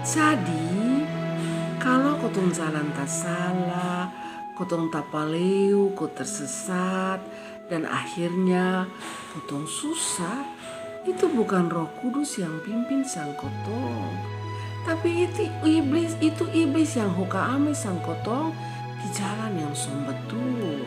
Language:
Kupang Malay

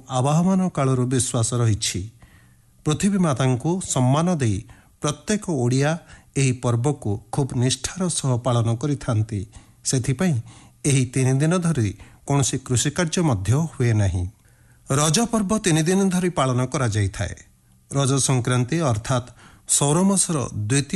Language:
Odia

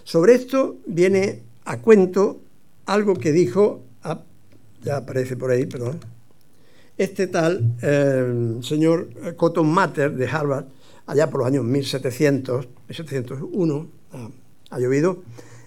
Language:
Spanish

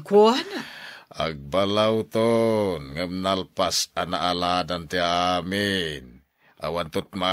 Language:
Iloko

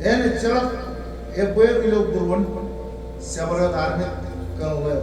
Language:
Marshallese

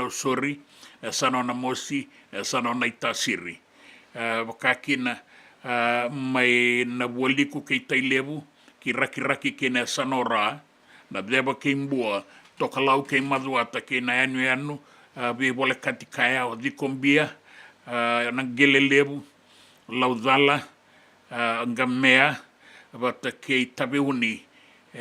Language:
Fijian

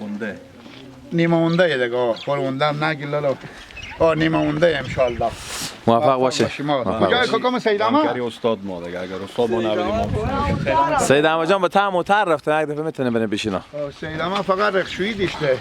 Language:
Hazaragi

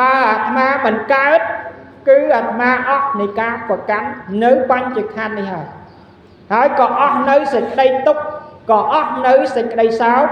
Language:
Khmer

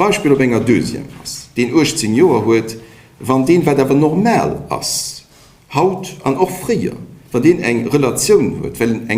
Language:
Luxembourgish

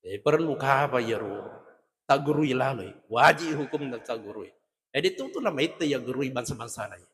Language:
Buginese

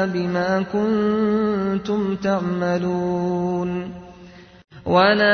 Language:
Arabic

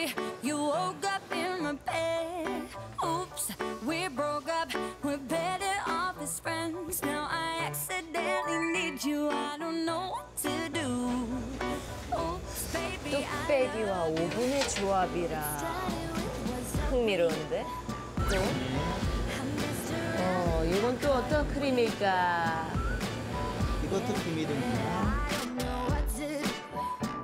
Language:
Korean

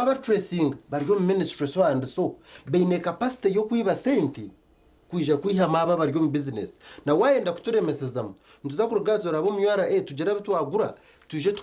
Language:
Nyankole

